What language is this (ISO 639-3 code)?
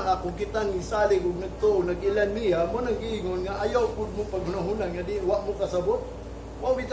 ceb